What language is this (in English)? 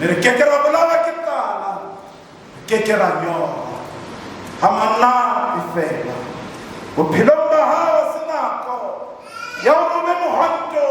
Southern Sotho